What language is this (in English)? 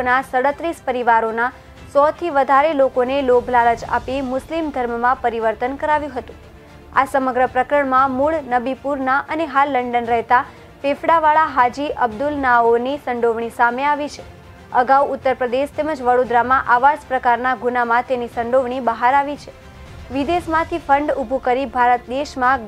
Gujarati